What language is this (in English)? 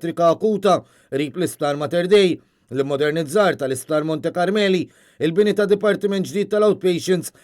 Maltese